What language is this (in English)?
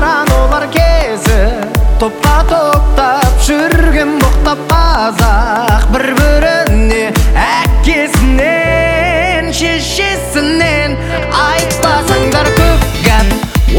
Kazakh